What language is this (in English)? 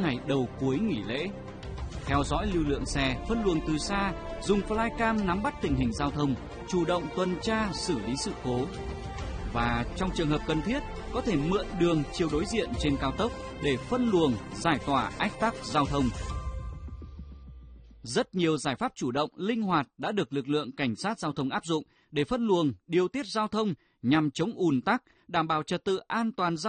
Vietnamese